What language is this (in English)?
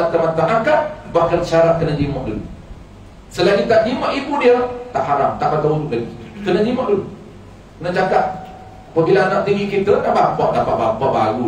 Malay